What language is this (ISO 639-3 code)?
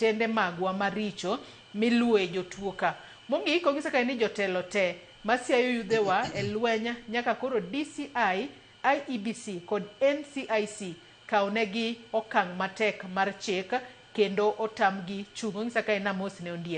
luo